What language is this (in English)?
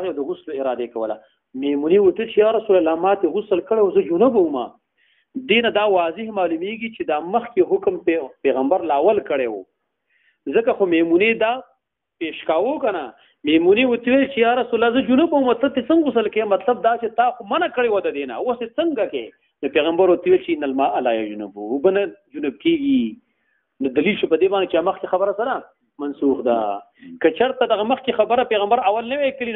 Pashto